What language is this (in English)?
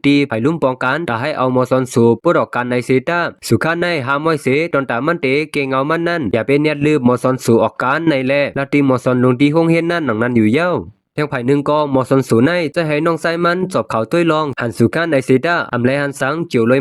Shan